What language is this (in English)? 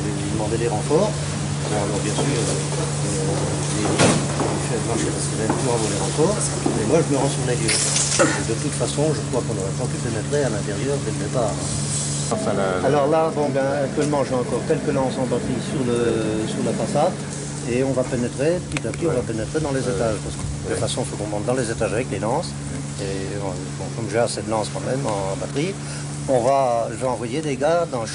French